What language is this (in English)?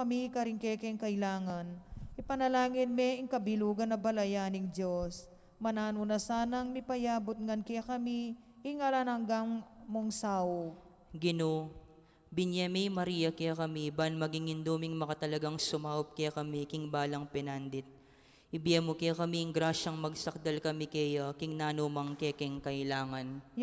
Pampanga